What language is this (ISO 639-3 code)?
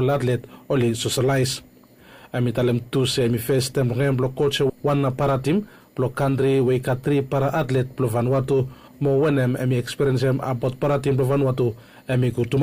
bis